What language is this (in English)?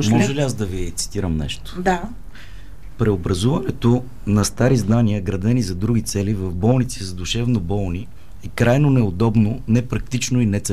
Bulgarian